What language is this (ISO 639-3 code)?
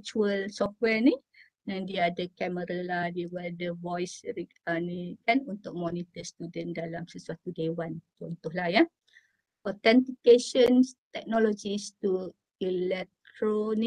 msa